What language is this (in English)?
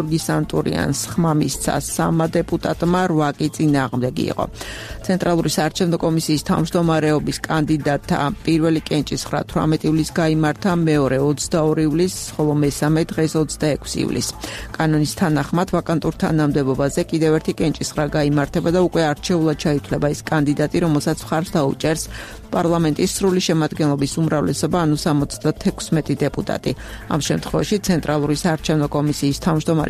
Georgian